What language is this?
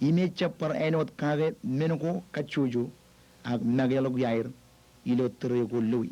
Marshallese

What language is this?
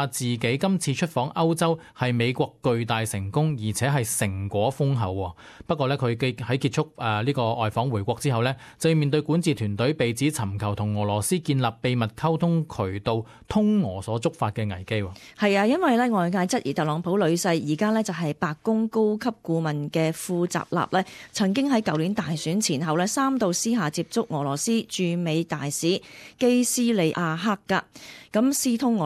Cantonese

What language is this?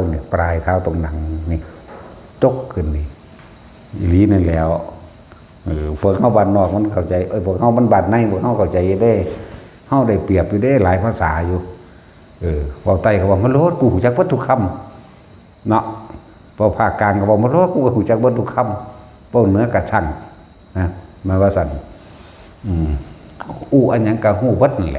Northeastern Thai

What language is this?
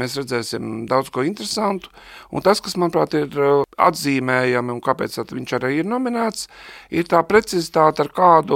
Latvian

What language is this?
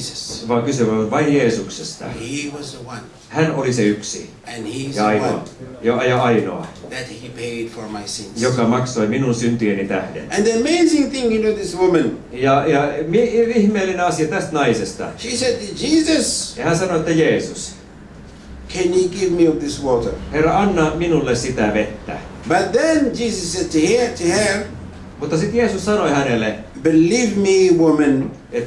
Finnish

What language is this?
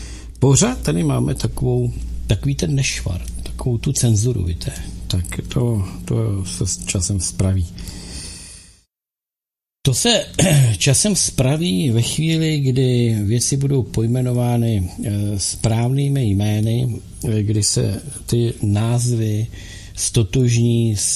Czech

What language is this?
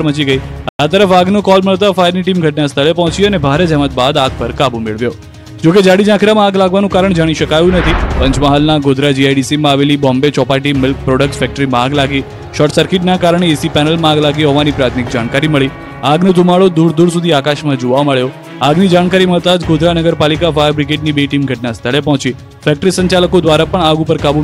Gujarati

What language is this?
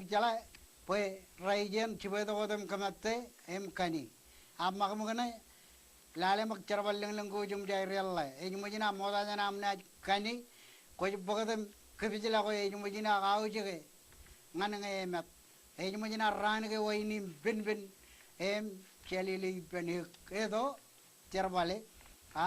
Marshallese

